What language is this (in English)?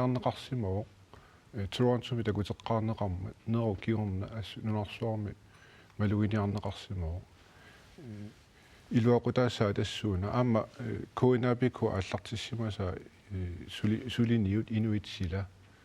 Kalaallisut